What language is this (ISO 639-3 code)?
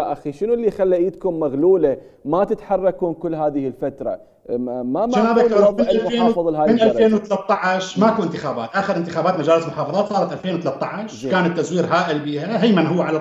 acm